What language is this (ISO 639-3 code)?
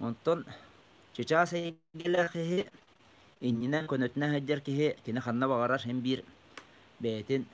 sah